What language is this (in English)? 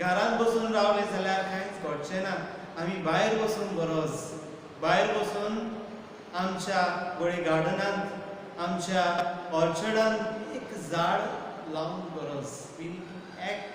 Konkani